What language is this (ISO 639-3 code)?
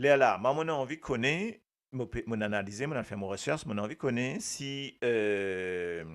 mfe